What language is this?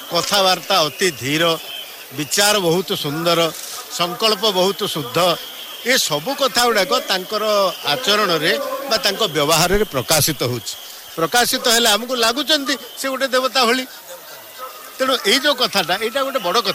Odia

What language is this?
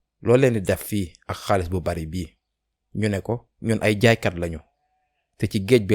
Wolof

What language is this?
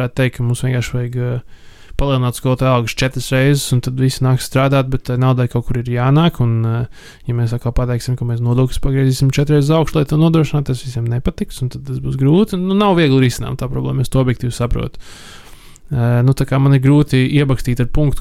Latvian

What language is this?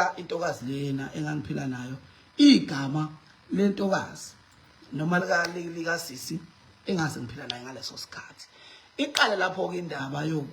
Zulu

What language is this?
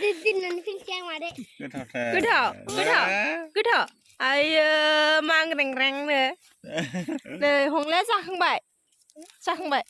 Bodo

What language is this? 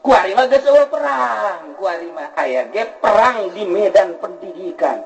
Sundanese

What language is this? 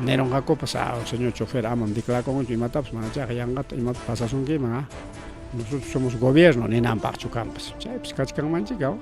Ayacucho Quechua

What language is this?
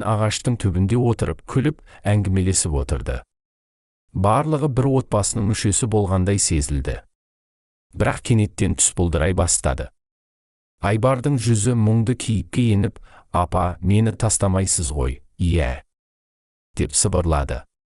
Kazakh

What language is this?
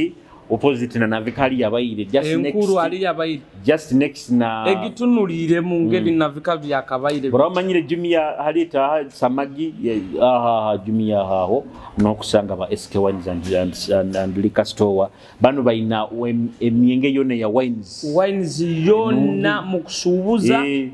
Nyoro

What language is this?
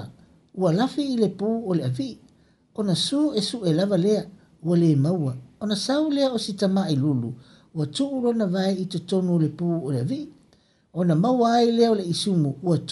Samoan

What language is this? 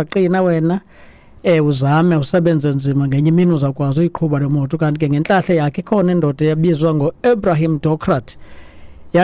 Xhosa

